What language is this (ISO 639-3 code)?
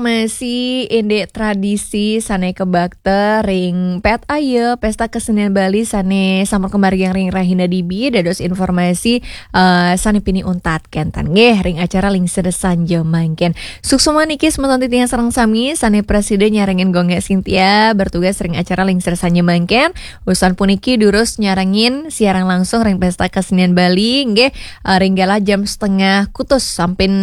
ban